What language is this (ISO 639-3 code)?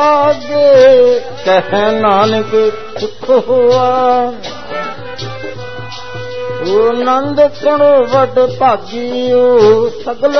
pan